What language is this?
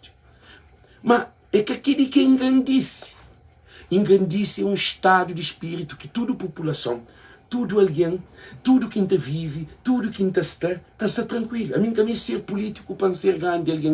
Kabuverdianu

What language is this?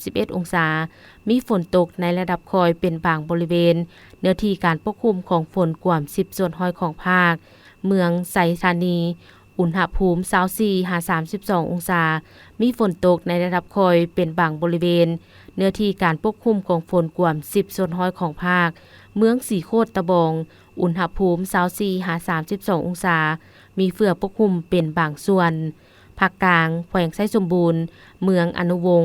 Lao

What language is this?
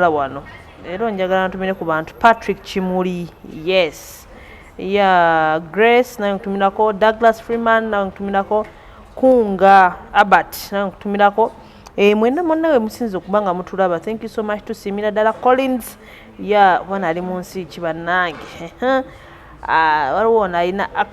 Ganda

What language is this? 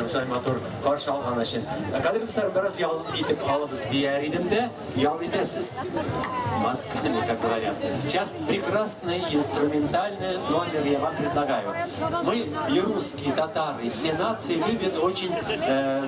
Tatar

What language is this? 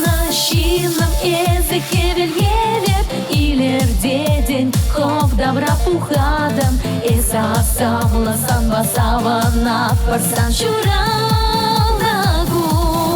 Chuvash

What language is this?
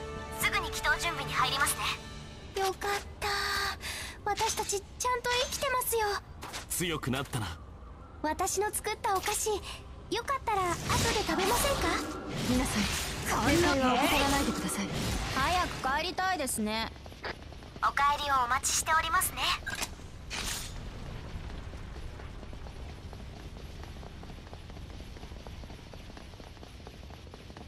Japanese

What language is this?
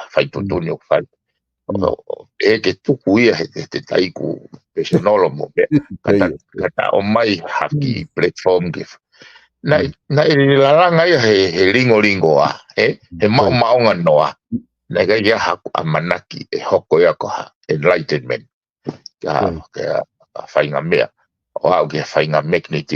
Tongan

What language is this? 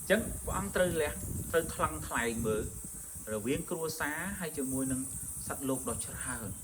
Khmer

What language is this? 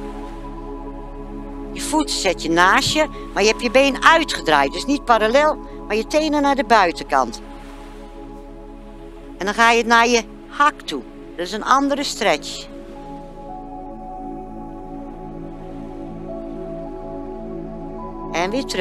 Dutch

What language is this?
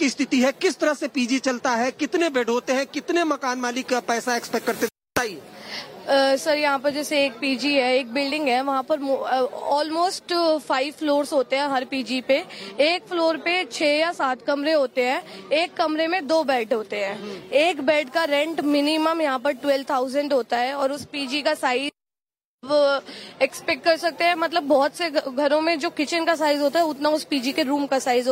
Hindi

